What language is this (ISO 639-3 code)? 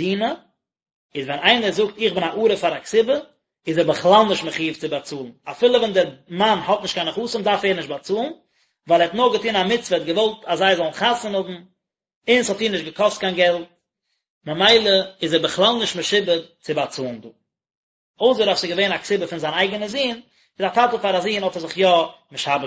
yid